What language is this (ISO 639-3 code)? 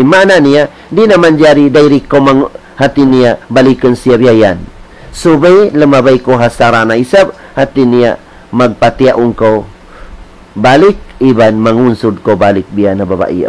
tsg